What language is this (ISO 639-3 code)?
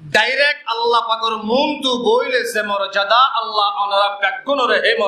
rhg